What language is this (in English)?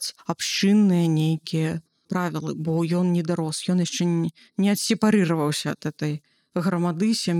Belarusian